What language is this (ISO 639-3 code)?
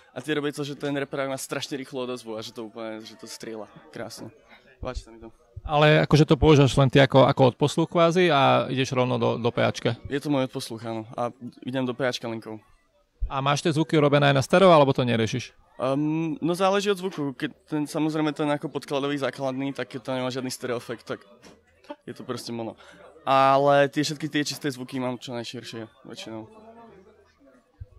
slk